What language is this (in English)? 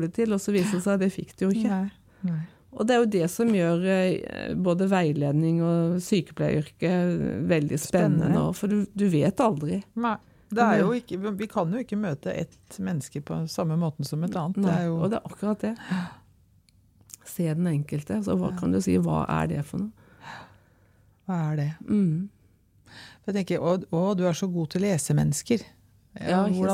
Norwegian